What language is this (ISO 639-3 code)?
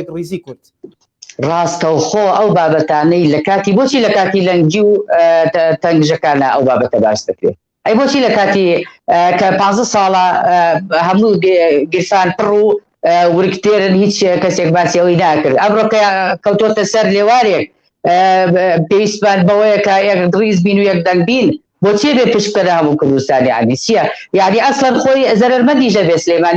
ckb